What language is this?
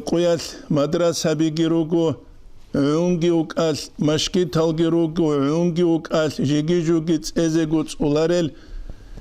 Avaric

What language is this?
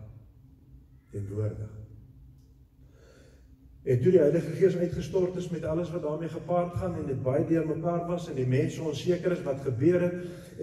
Afrikaans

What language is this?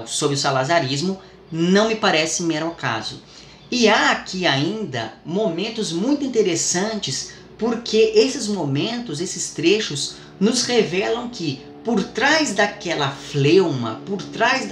Portuguese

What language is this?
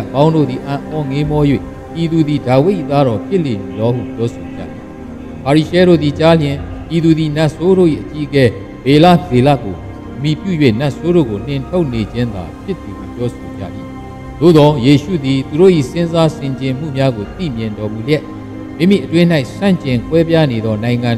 Burmese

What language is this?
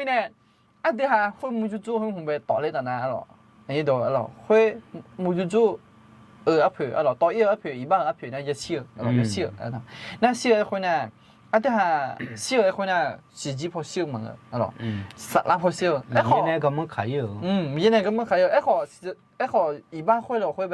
Akha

